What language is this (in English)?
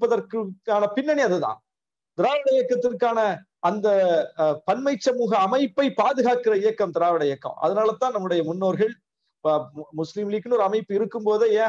Tamil